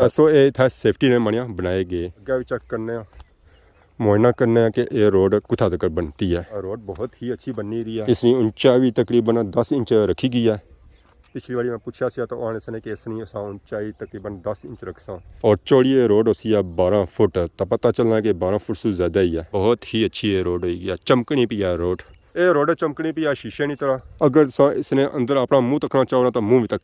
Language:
Pahari-Potwari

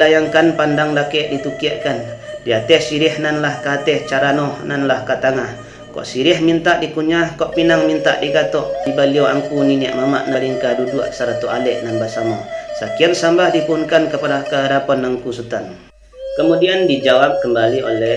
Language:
Minangkabau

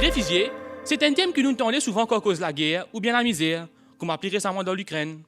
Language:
Morisyen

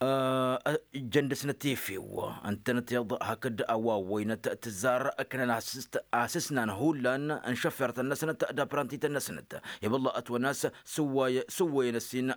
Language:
Tamasheq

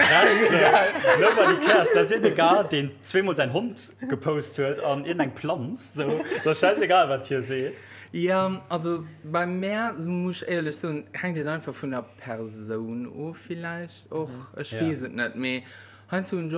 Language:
Luxembourgish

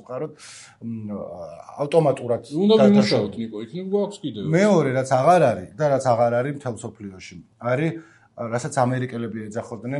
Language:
Georgian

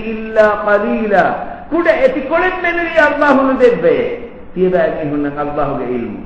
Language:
Divehi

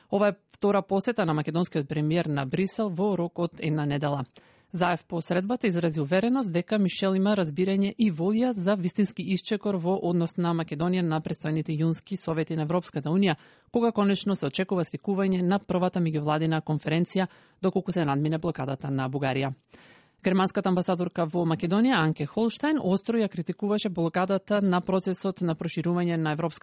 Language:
Macedonian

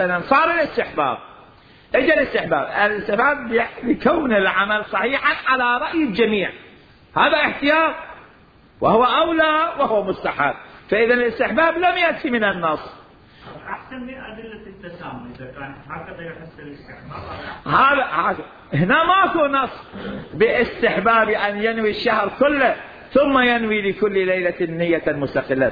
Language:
Mesopotamian Arabic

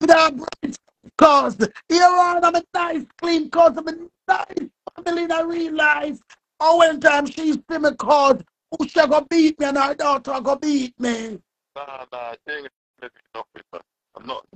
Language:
Jamaican Creole English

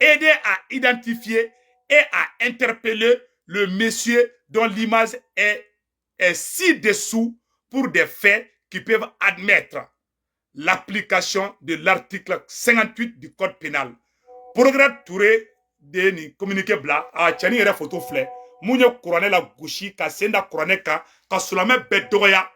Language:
Bambara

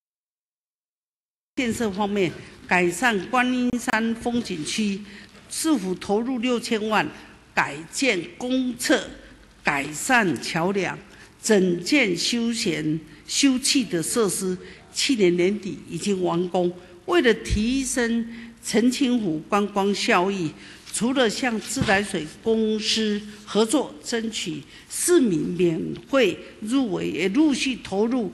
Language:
Chinese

